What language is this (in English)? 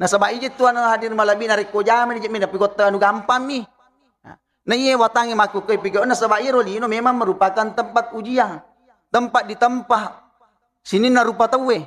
Buginese